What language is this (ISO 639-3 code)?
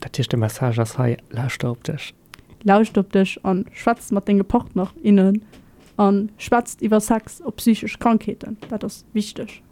ltz